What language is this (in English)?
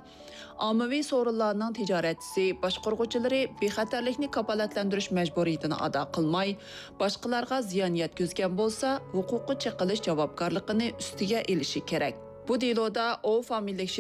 Uyghur